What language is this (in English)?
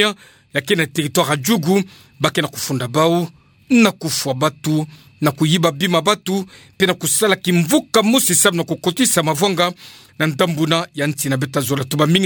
Kituba (Democratic Republic of Congo)